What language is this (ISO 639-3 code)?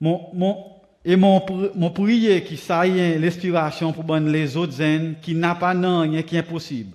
crs